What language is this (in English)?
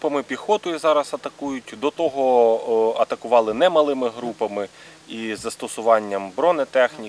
Ukrainian